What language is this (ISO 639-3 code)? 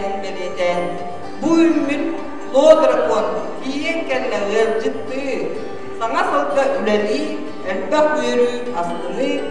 sah